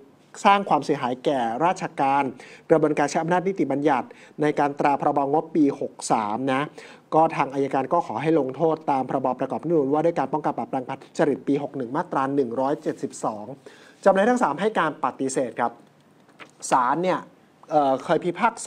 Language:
Thai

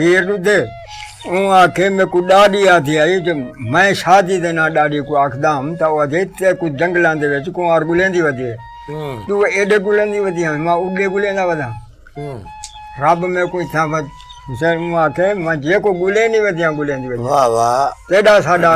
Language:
Saraiki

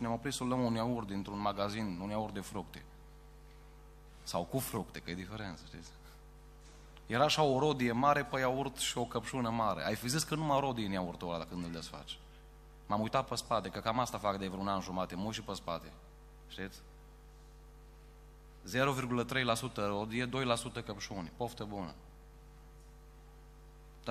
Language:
Romanian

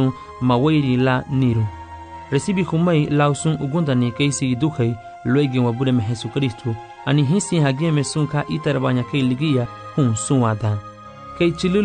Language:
Garifuna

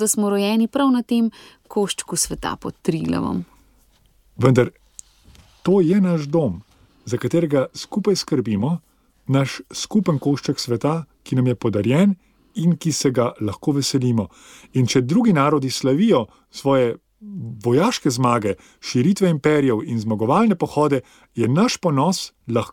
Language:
Slovenian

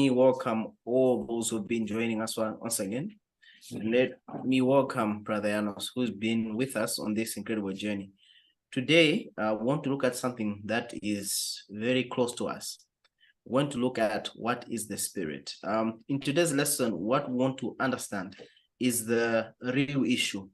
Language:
English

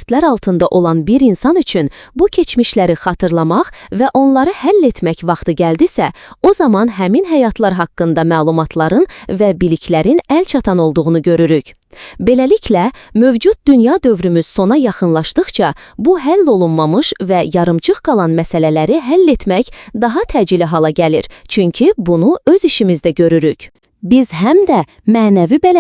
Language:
Azerbaijani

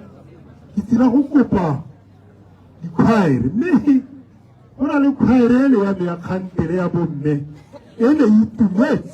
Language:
Tswana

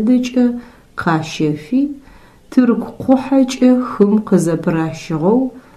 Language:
Adyghe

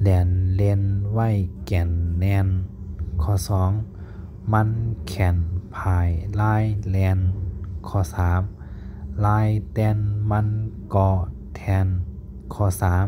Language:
Shan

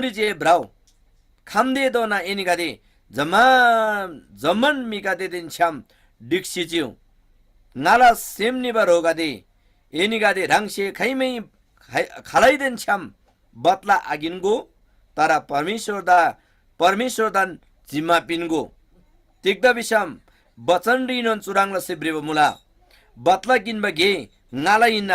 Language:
Eastern Tamang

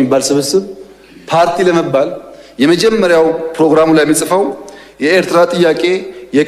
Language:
Amharic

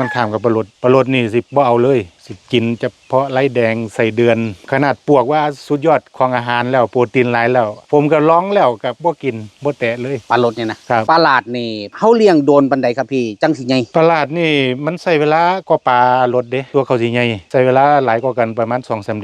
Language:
Northeastern Thai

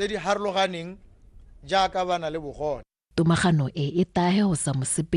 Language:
Tswana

